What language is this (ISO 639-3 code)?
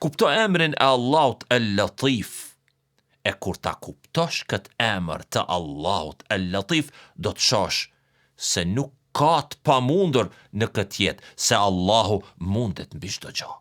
sqi